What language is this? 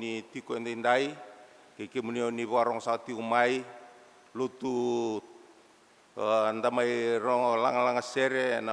Fijian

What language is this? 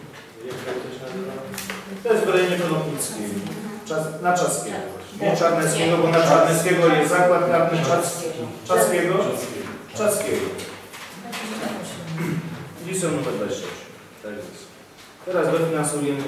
Polish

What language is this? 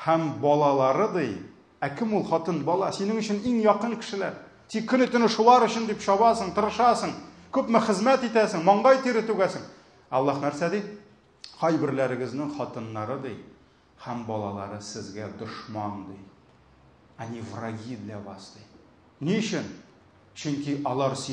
Tatar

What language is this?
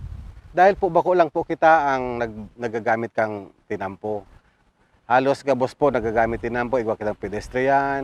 Bikol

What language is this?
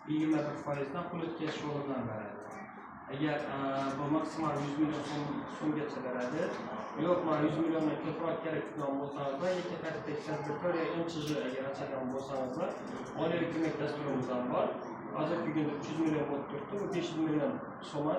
Uzbek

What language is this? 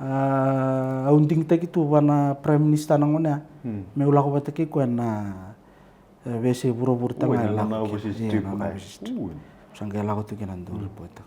Fijian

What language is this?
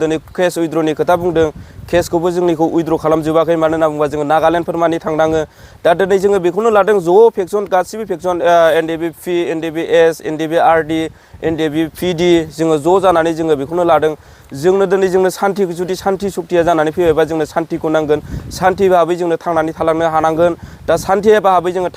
Bodo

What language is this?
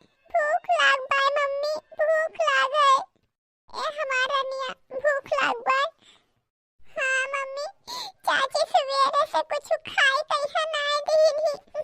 Awadhi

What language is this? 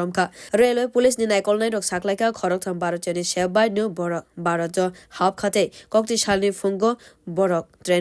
Kok Borok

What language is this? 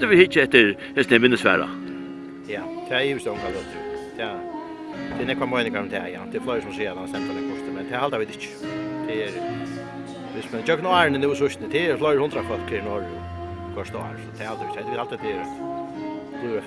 Faroese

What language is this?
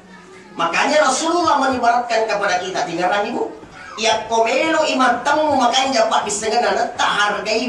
Buginese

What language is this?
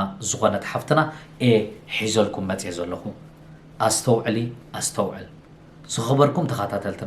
Tigrinya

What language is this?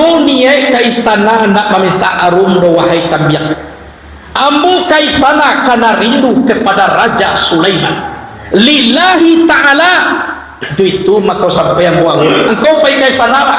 Minangkabau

